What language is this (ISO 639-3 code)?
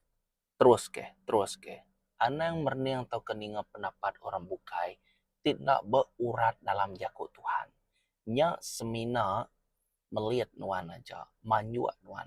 iba